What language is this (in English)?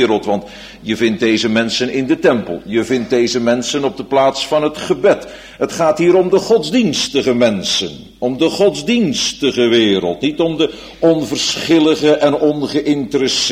Dutch